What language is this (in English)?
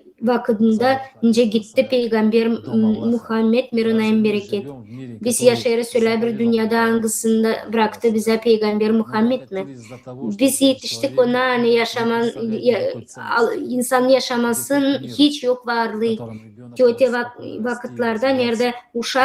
Gagauz